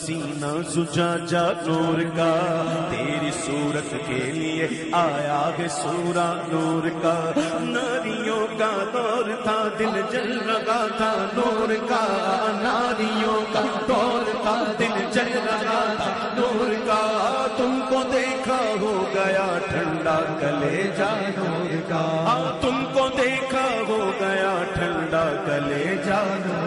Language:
Urdu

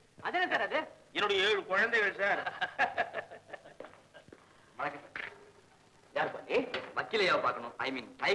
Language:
Tamil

